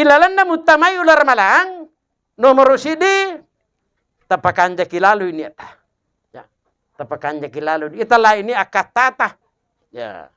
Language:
Buginese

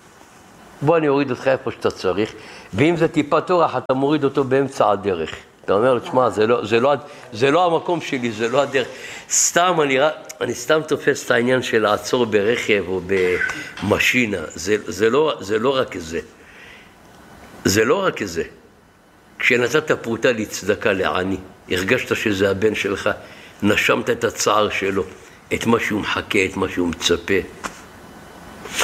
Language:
Hebrew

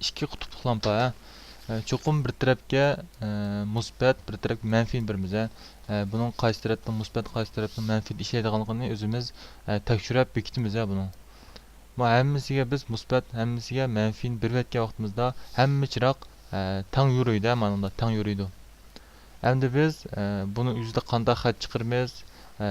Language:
Uyghur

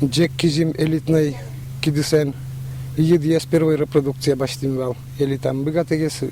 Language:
Udmurt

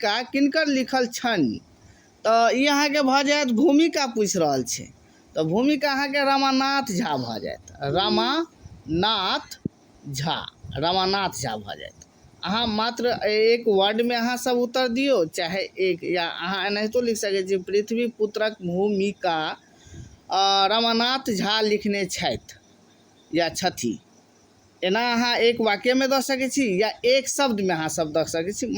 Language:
Maithili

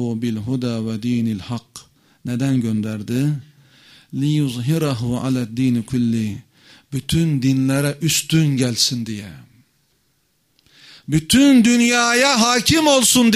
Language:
Turkish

